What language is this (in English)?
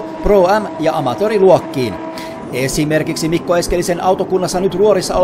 Finnish